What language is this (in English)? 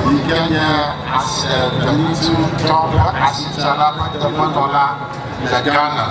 Ewe